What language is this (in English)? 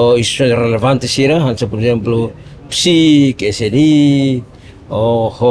Tetum